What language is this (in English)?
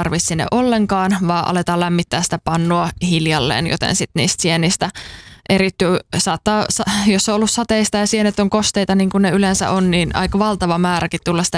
Finnish